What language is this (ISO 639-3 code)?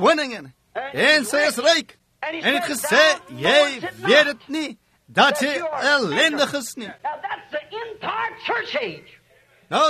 afr